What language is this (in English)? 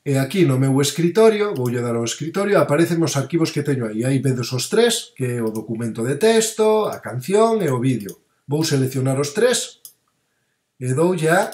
Galician